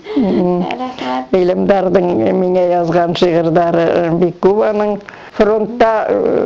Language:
Bashkir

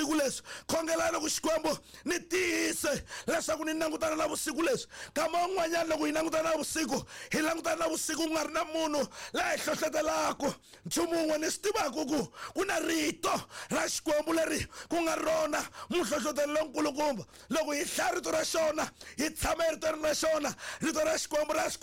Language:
Tsonga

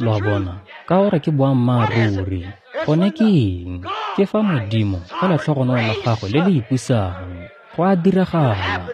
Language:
Tswana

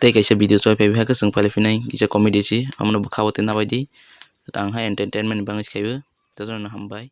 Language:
Kok Borok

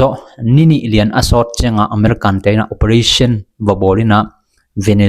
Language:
Tedim Chin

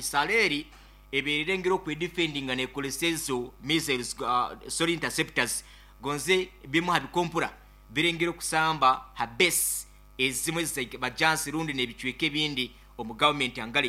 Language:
Nyoro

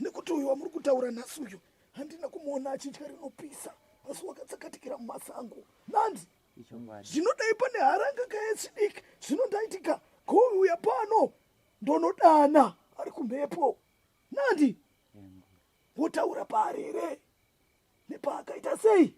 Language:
Shona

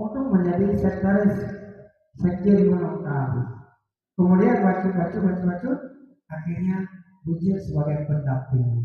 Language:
Achinese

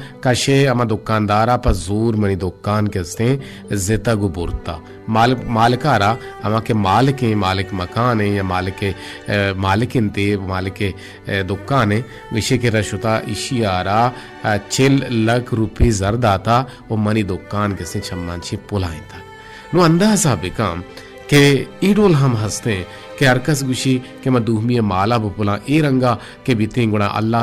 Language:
Baluchi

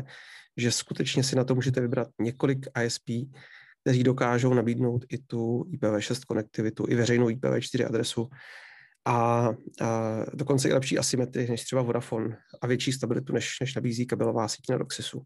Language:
Czech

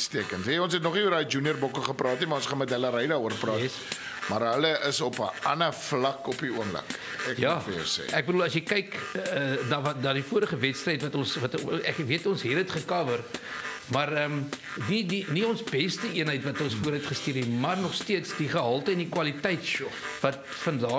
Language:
Afrikaans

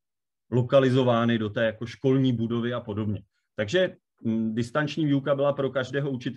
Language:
Czech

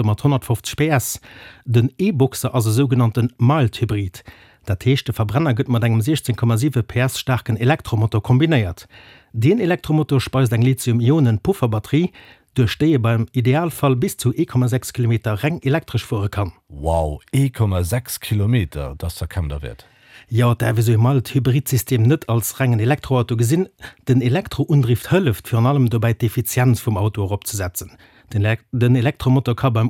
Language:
Luxembourgish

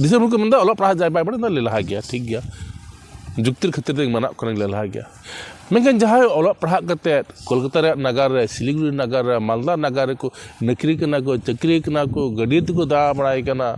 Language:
Santali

